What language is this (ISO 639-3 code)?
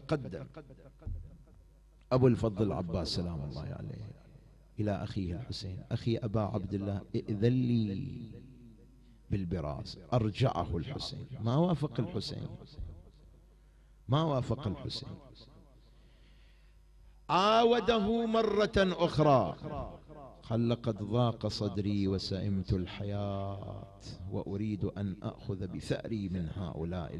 ara